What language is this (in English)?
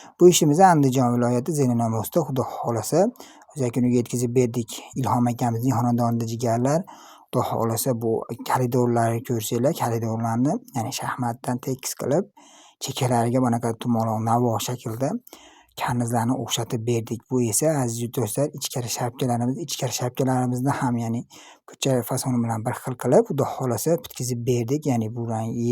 Uzbek